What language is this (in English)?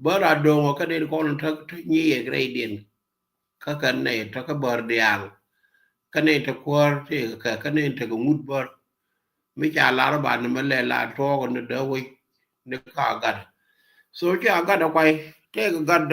Nuer